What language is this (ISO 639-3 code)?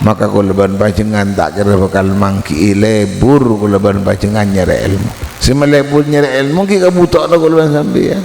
mad